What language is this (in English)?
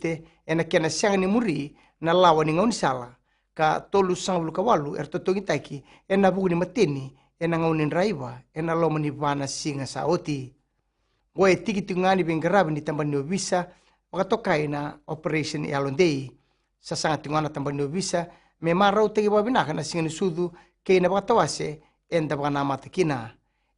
Fijian